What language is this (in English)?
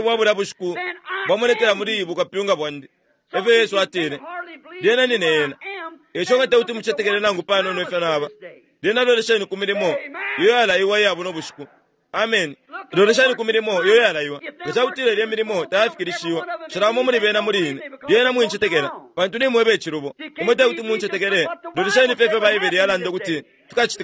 Bemba